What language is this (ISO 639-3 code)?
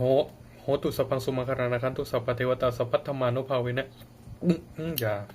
pli